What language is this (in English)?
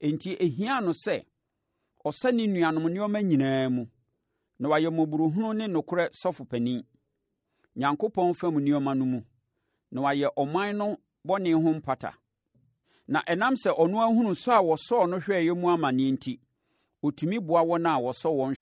Akan